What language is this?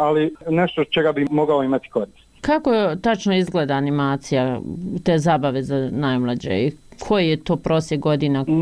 Bosnian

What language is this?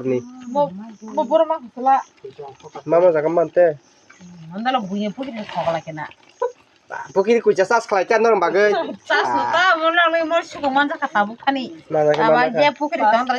Kok Borok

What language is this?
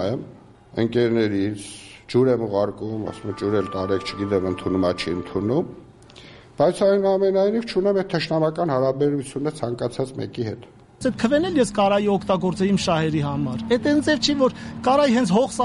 Armenian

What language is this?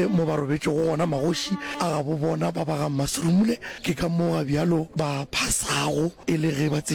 Northern Sotho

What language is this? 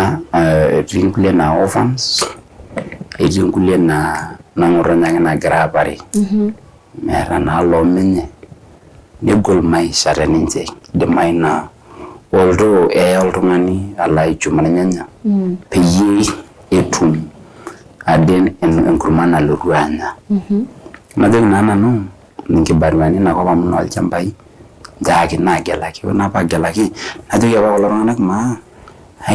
Masai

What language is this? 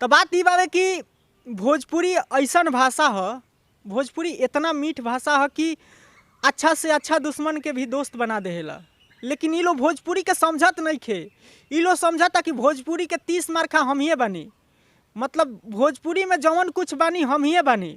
Bhojpuri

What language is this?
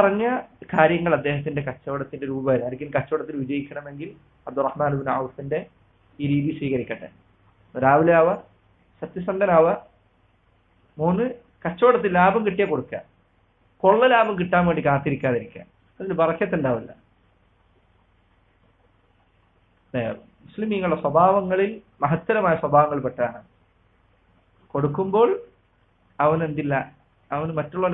Malayalam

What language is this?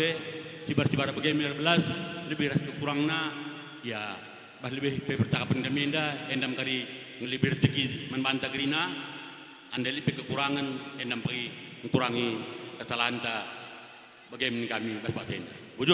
Batak Karo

